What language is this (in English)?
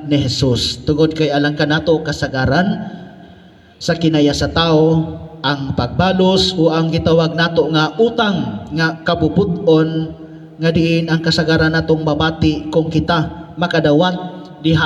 Cebuano